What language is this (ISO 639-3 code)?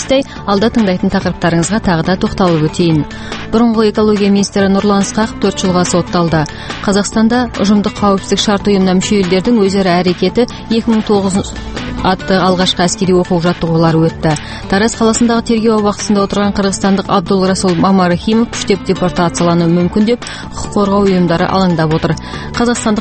kaz